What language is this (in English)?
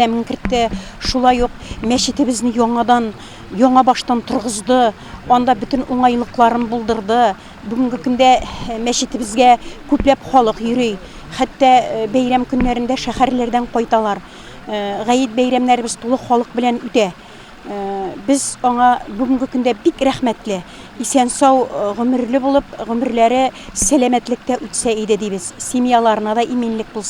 Tatar